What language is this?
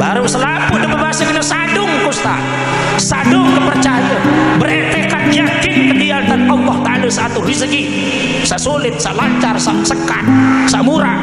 Sasak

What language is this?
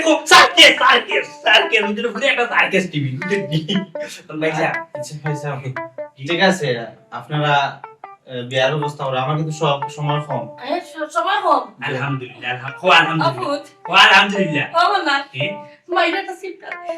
Sylheti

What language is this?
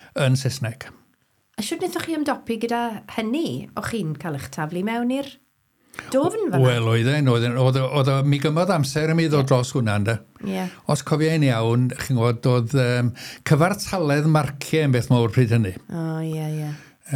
Welsh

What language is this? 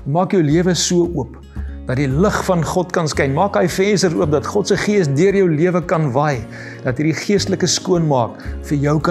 Afrikaans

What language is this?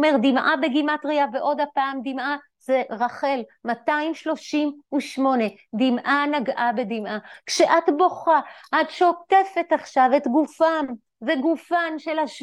Hebrew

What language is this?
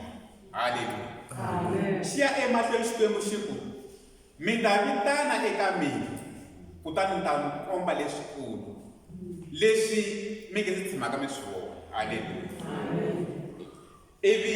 Tsonga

